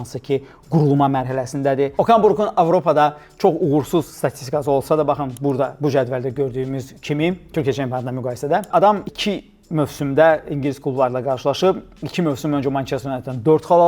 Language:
Azerbaijani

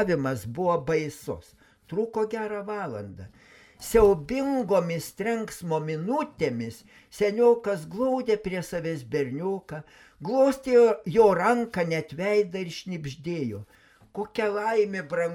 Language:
Lithuanian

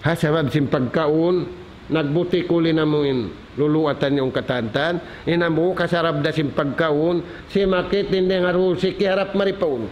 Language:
Tausug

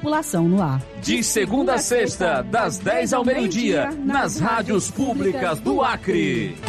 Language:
Portuguese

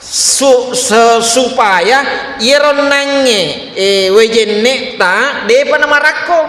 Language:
Buginese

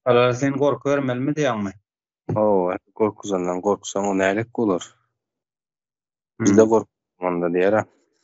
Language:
Turkmen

